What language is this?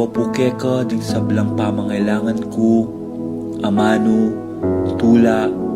Pampanga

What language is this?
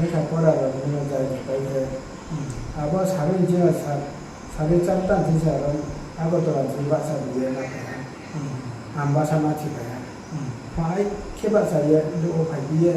Riang (India)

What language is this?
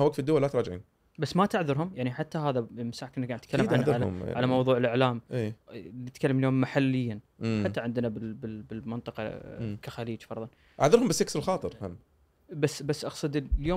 Gulf Arabic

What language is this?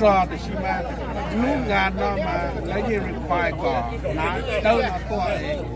Hmong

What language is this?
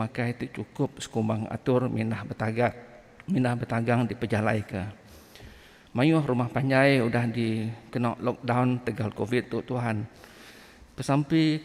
Iban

